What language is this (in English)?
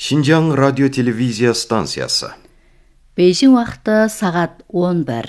Kazakh